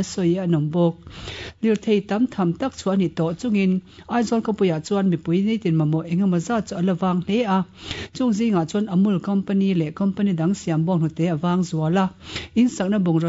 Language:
Mizo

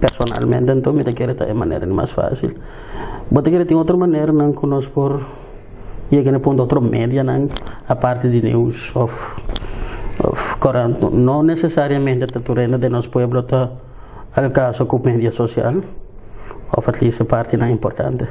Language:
Papiamento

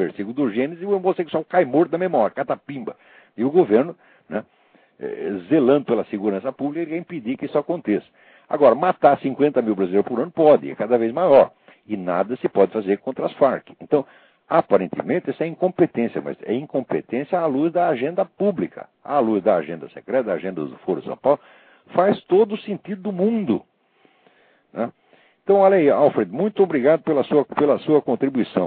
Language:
Portuguese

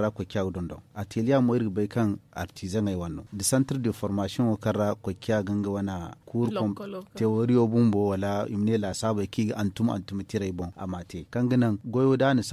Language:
Zarma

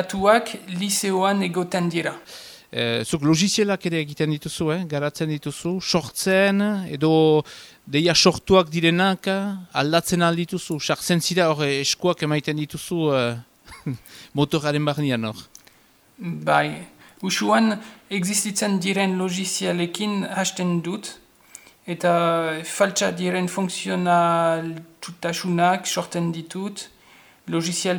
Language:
Basque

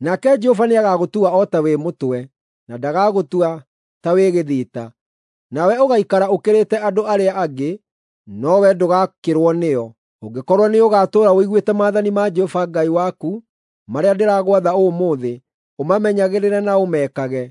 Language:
Kikuyu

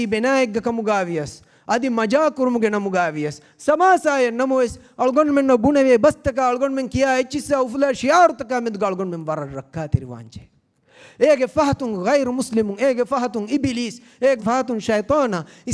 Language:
Divehi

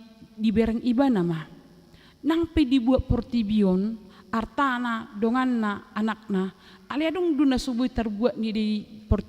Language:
Batak Toba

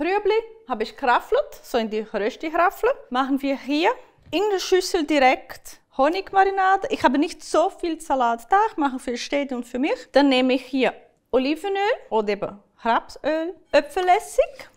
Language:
Swiss German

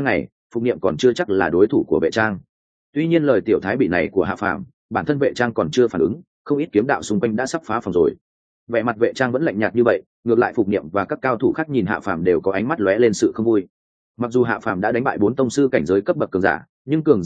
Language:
Vietnamese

